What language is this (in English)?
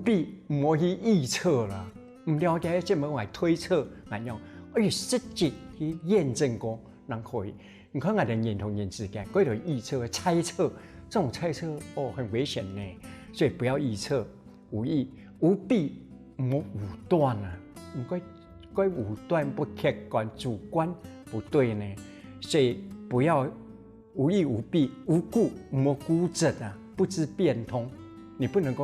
Hakka Chinese